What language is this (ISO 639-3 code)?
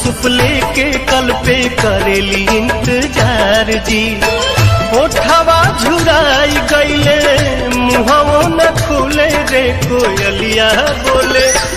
bho